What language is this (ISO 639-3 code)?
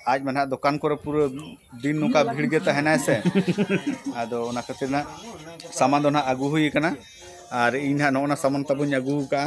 sat